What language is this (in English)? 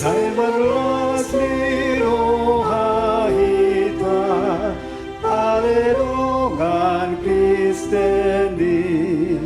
Batak Toba